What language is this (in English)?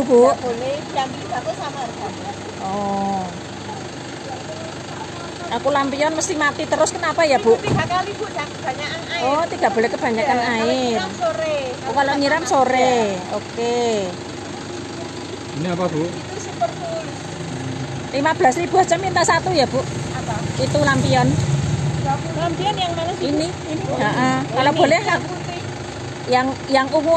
Indonesian